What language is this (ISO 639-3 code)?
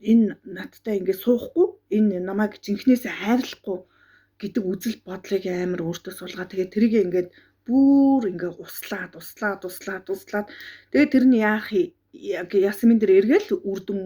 mon